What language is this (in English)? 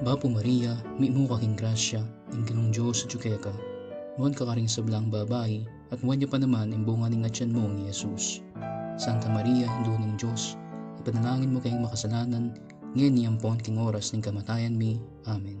Pampanga